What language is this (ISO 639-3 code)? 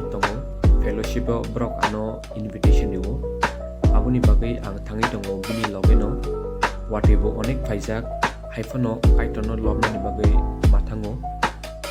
trp